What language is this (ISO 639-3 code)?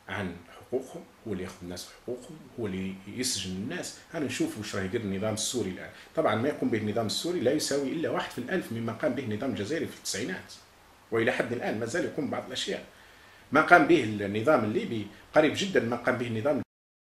arq